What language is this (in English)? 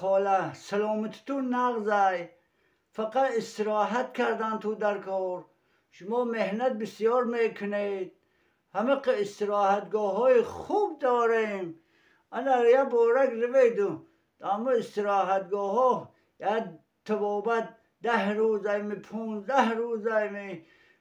Tajik